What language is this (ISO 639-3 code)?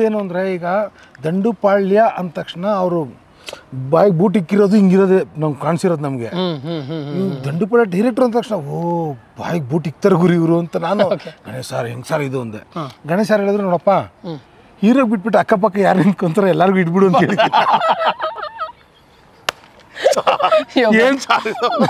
kan